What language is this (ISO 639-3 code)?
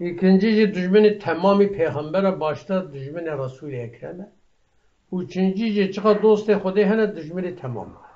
kur